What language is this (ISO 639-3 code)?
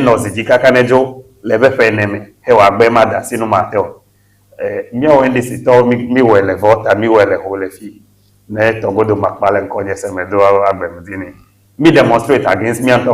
ewe